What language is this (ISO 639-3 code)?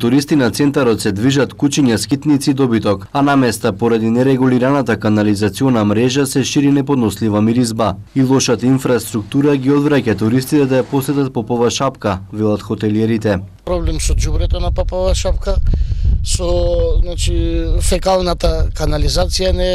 mkd